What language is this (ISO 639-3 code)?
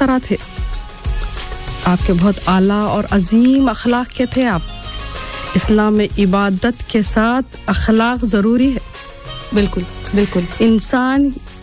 urd